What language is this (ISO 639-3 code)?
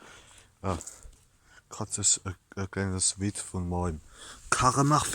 pfl